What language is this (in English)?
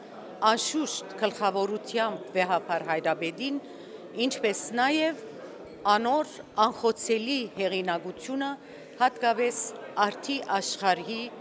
Western Armenian